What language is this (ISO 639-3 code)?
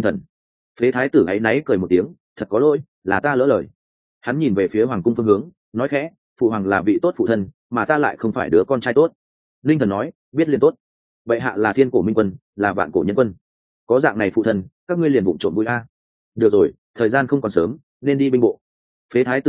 vie